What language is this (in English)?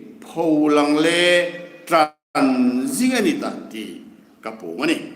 Hmar